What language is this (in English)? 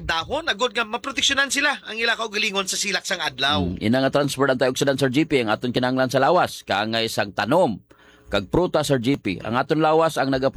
Hiligaynon